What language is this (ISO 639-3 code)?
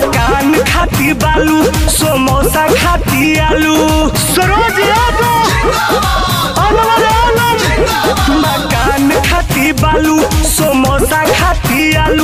bho